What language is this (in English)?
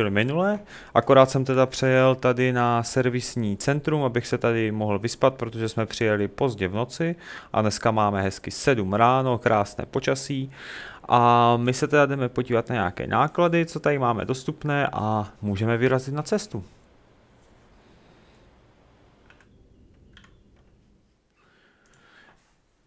Czech